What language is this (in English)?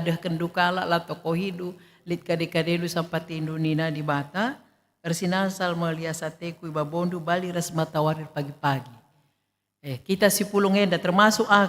Batak Karo